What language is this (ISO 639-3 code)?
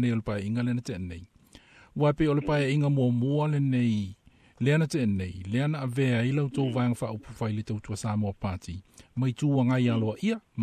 smo